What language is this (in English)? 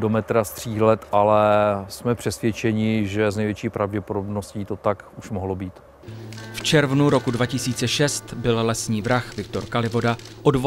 Czech